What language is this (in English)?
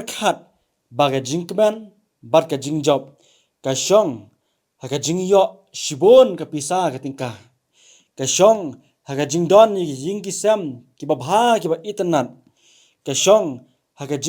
Khasi